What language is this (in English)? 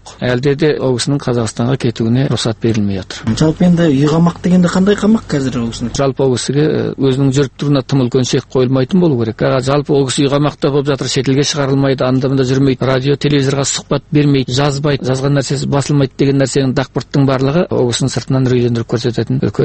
Kazakh